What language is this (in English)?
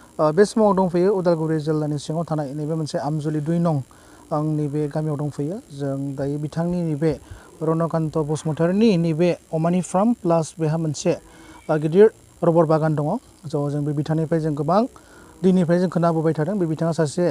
Bodo